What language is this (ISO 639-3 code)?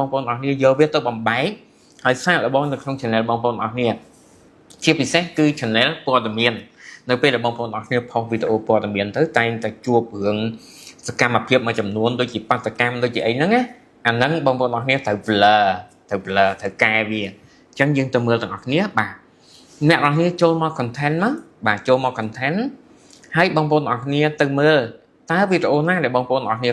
khm